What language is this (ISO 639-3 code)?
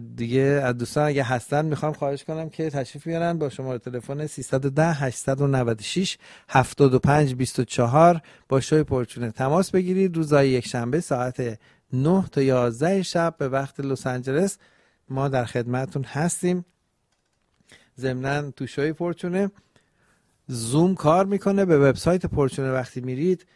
fas